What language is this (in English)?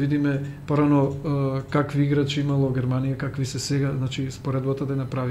Macedonian